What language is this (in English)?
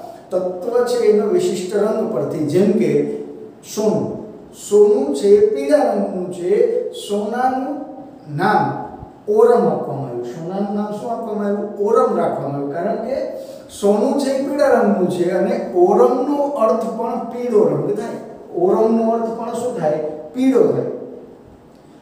Gujarati